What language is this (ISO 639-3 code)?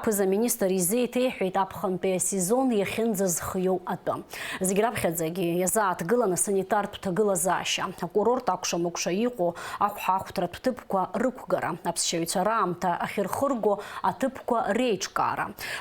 abk